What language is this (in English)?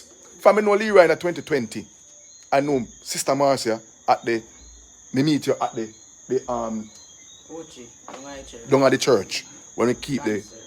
Jamaican Creole English